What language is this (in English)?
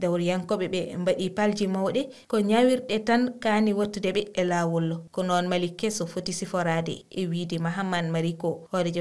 Fula